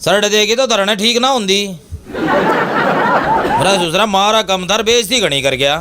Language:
Haryanvi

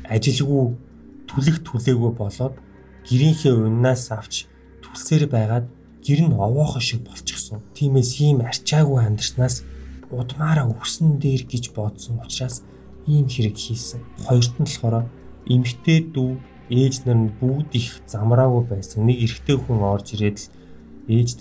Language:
Mongolian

